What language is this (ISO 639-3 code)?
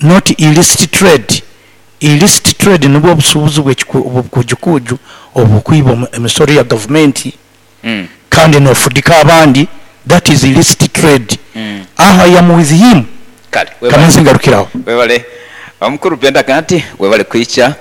nyo